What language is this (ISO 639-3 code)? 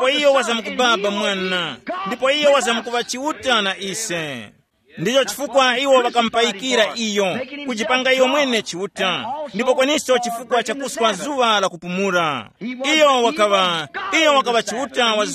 tum